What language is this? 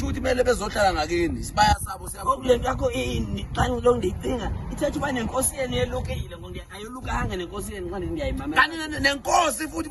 Zulu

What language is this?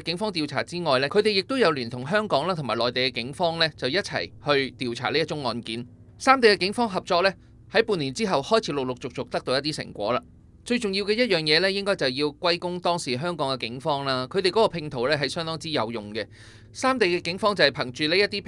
Cantonese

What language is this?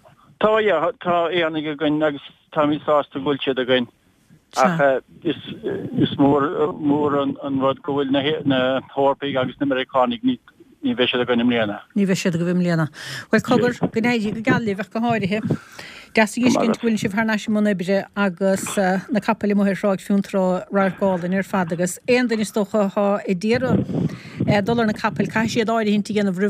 Irish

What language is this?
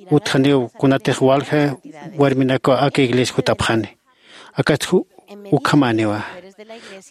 Aymara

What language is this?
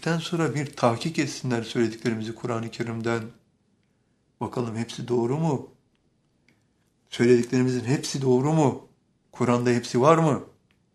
Turkish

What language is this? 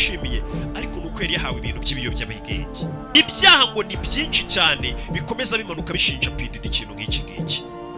Kinyarwanda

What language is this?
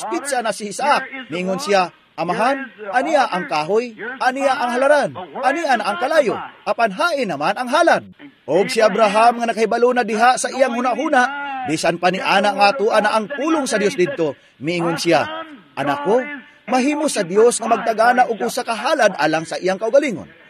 Cebuano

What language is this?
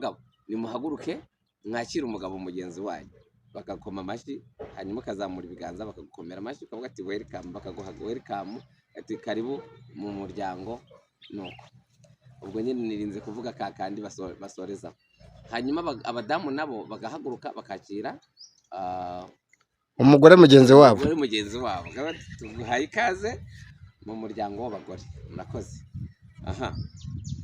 Kinyarwanda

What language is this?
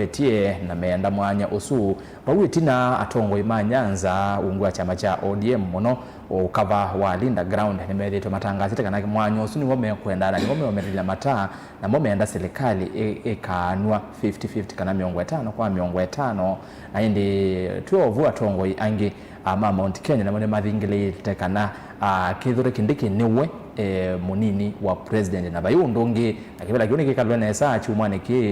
Kamba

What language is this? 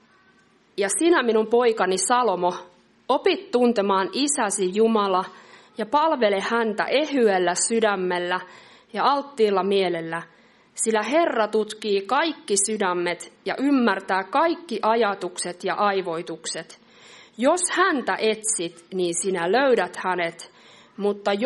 Finnish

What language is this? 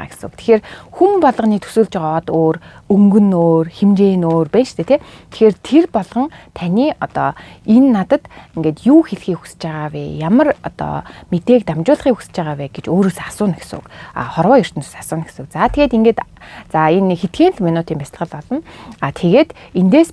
Mongolian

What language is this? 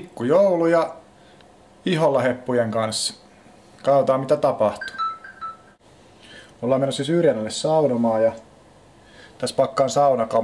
Finnish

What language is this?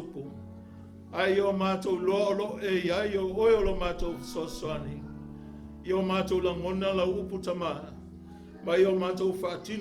Samoan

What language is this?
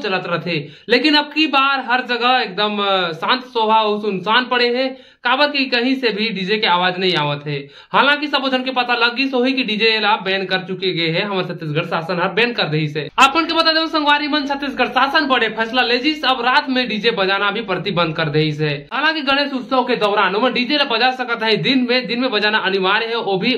Chhattisgarhi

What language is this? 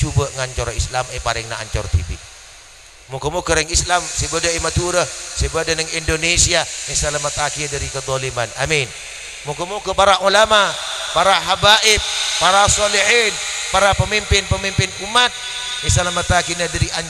Madurese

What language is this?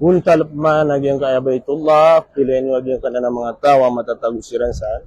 Maranao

